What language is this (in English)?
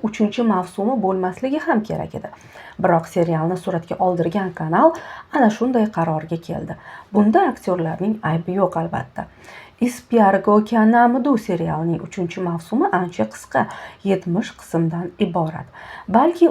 Uzbek